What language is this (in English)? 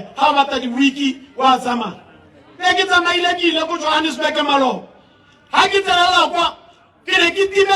Tswana